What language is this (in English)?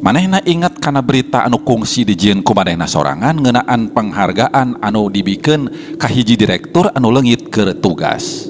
Sundanese